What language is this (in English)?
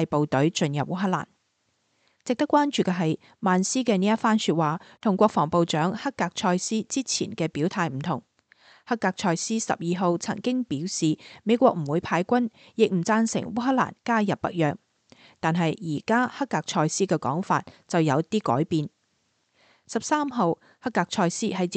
Cantonese